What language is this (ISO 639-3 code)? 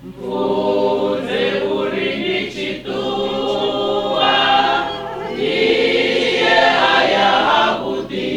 ven